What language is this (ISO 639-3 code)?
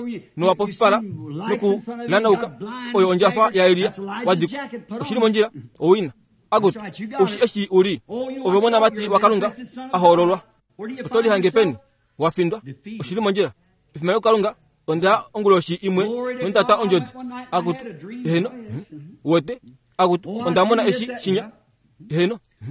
kua